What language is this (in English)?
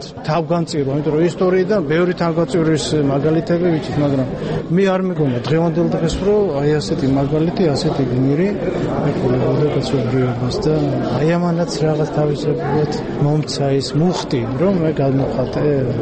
Georgian